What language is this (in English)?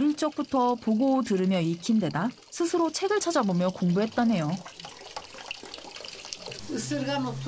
Korean